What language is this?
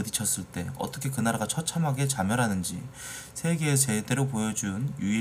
Korean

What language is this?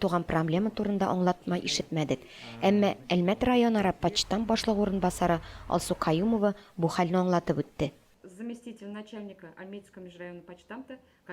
Tatar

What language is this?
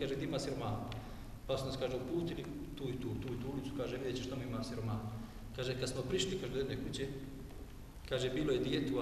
Bosnian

